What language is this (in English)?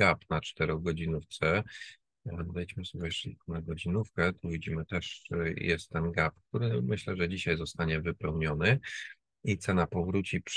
Polish